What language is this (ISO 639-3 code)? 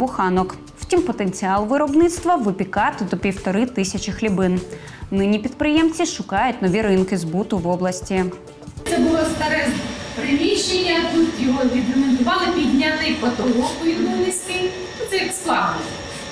ukr